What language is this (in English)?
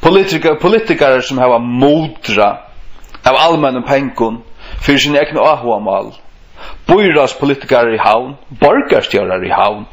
Faroese